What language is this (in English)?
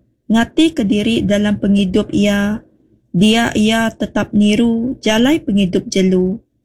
Iban